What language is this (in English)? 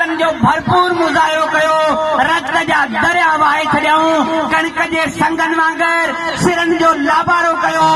Sindhi